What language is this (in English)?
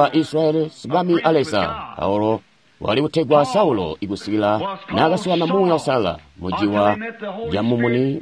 Tonga (Zambia)